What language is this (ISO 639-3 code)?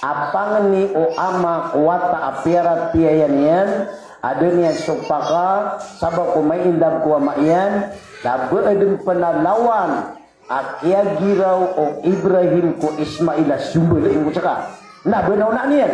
mrw